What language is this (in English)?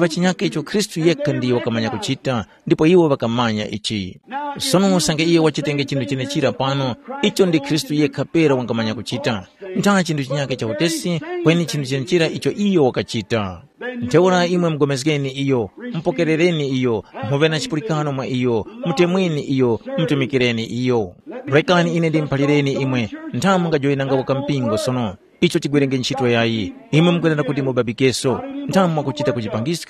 Tumbuka